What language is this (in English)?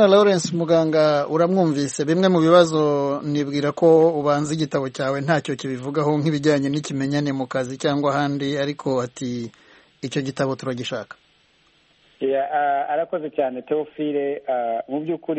Kinyarwanda